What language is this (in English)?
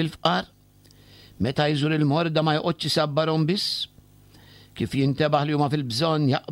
Maltese